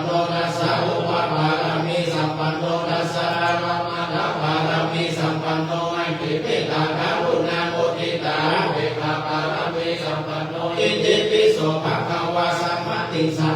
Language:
Pali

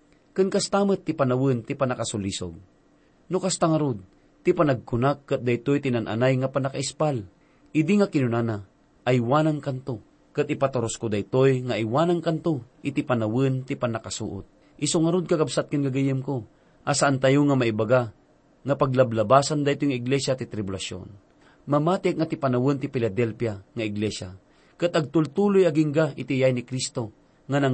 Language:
Iloko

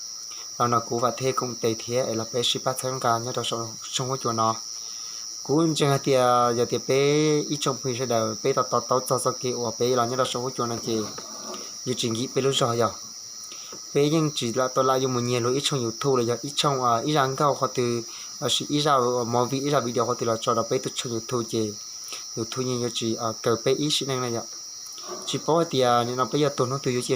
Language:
Hmong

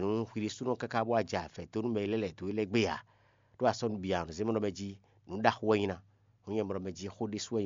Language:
Fon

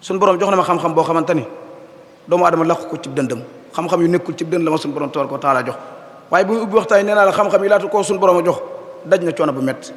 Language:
Wolof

